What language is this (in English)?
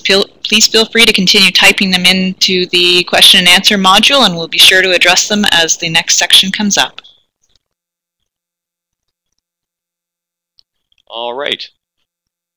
English